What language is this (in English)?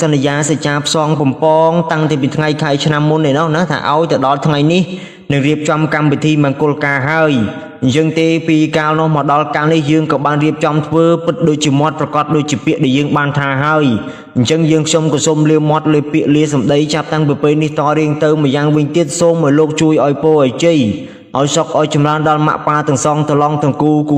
Khmer